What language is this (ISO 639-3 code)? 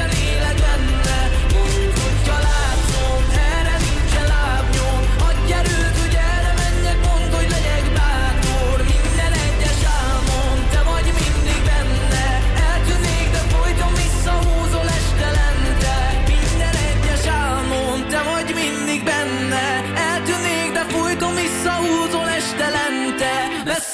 hun